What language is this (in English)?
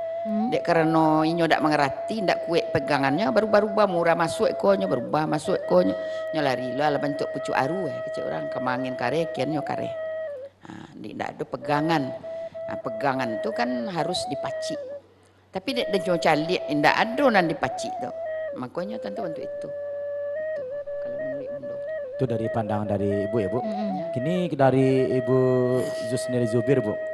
Minangkabau